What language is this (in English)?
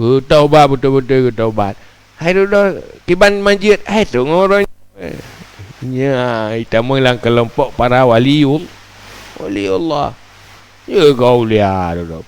Achinese